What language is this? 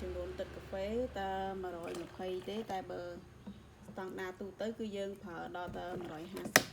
Khmer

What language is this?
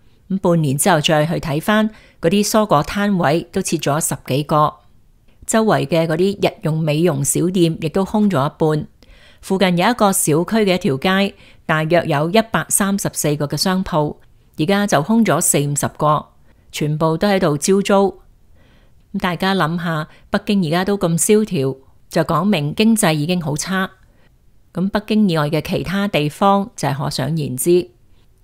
Cantonese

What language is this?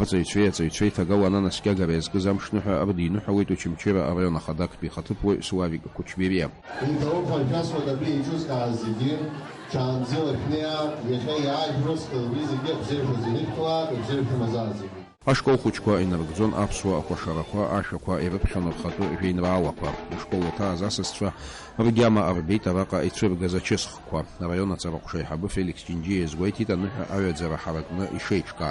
Abkhazian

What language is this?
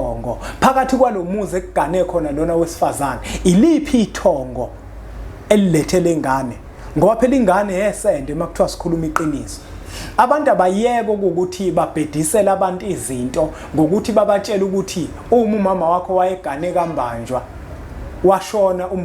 Zulu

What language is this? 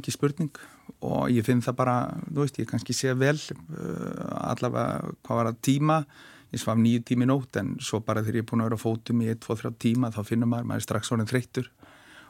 Icelandic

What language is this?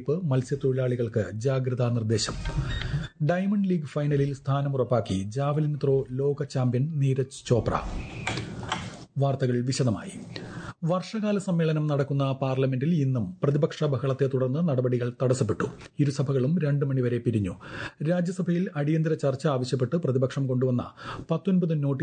Malayalam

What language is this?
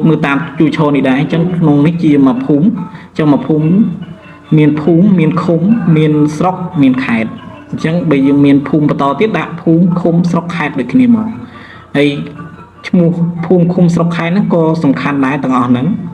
Khmer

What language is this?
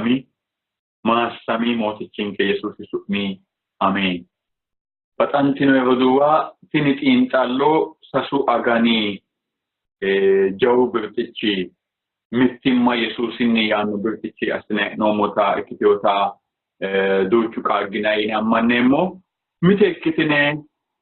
Sidamo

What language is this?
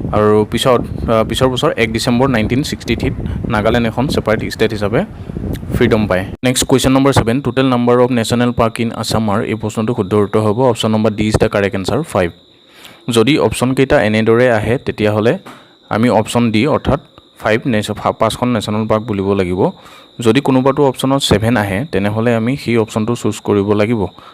Assamese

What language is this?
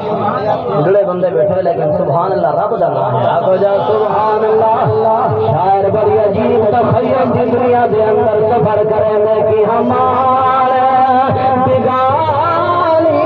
Saraiki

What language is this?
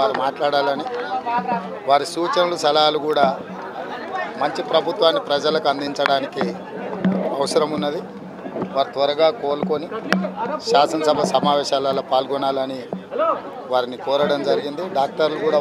Telugu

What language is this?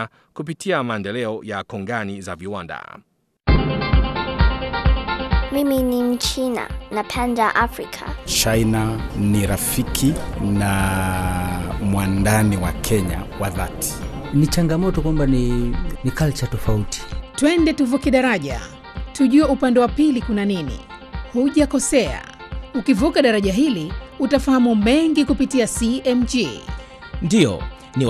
Swahili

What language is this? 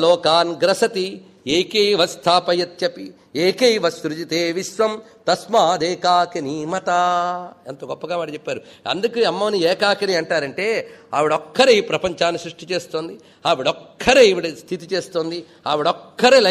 Telugu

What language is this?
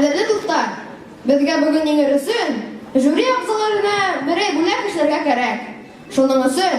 Bashkir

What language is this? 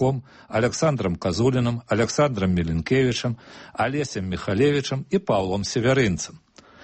Belarusian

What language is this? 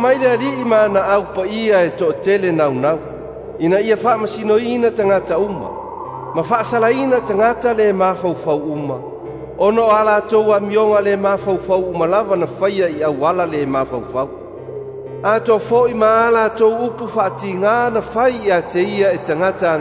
Samoan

